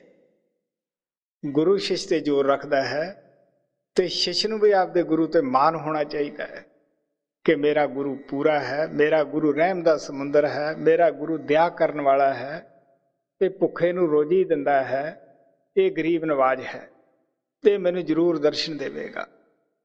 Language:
Punjabi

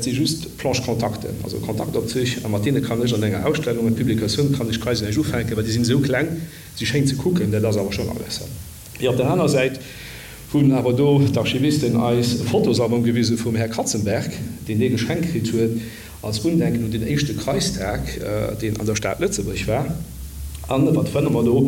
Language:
Luxembourgish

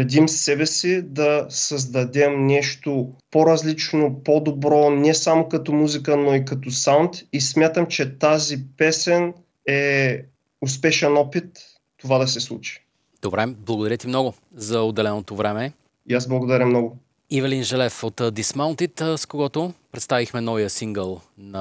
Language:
Bulgarian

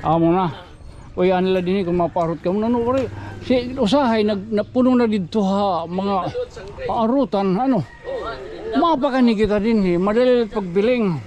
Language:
Waray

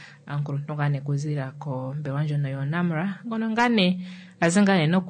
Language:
Kuanyama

